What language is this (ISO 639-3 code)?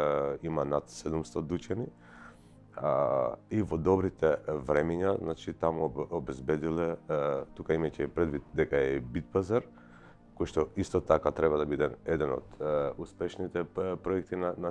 mkd